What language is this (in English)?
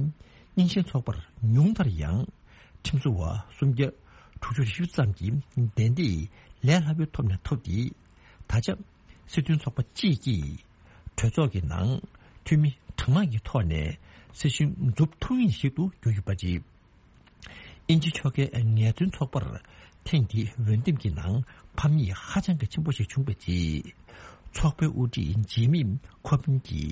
Tibetan